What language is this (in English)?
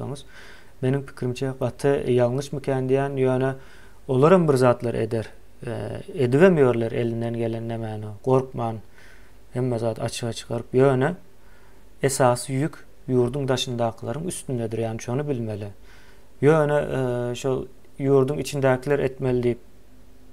Turkmen